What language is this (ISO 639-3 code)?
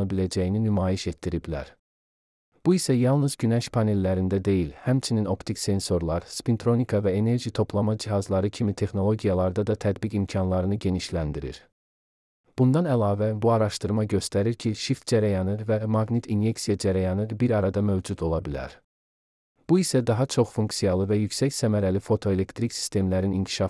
aze